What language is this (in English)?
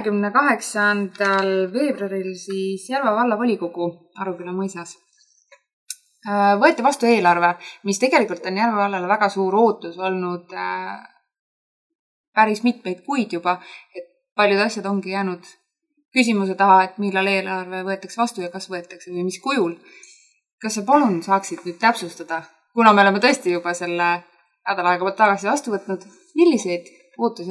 Estonian